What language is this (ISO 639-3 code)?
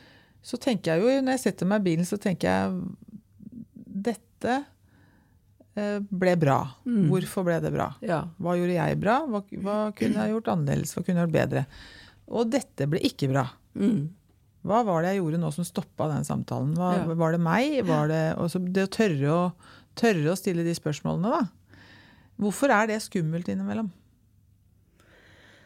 nor